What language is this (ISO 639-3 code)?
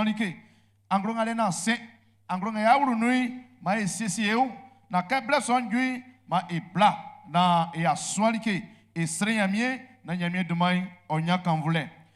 bci